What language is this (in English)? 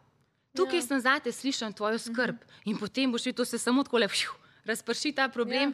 Slovenian